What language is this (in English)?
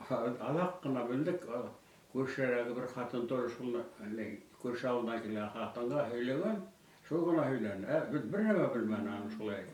Bashkir